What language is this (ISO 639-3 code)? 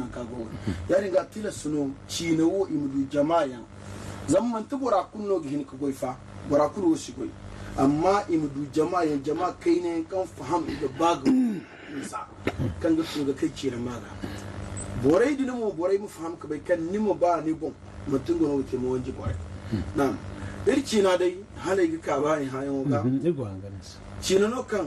dje